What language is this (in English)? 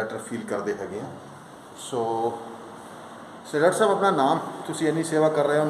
Punjabi